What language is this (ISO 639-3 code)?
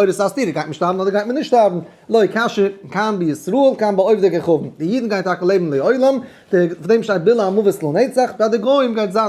yid